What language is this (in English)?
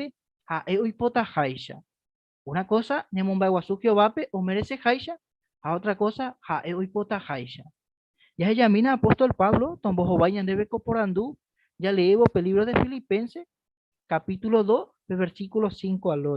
Guarani